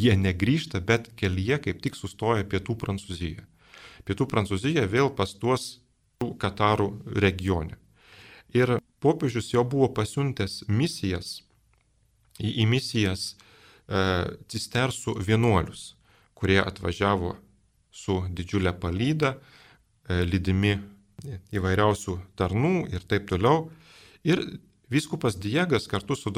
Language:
Lithuanian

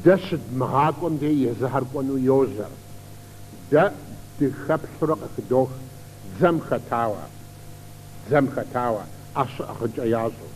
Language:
Kabardian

